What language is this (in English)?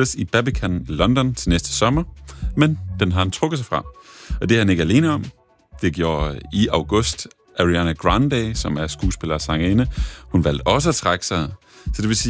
Danish